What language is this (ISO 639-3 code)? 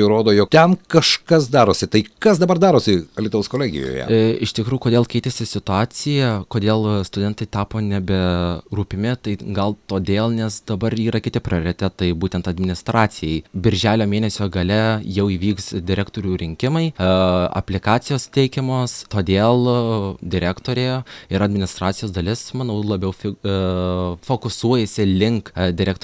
lit